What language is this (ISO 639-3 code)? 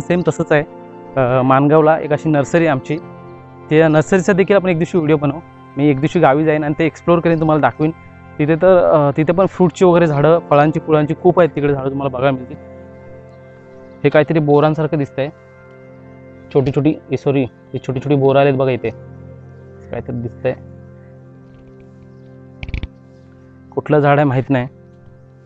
mar